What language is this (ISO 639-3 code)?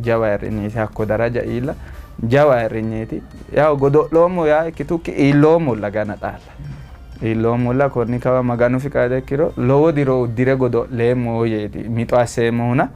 sid